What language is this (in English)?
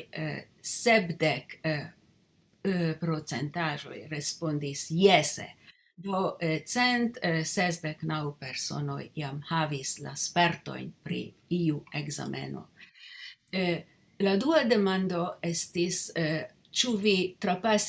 Esperanto